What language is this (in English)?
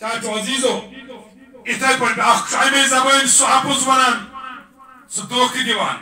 Kashmiri